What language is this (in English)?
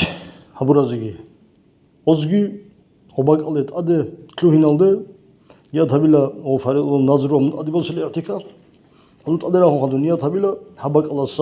Avaric